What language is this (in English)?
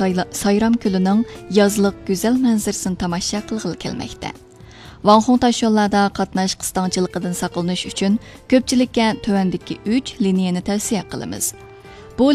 Uyghur